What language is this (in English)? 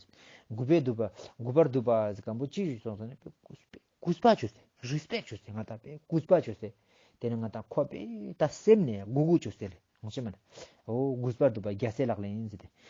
Ladakhi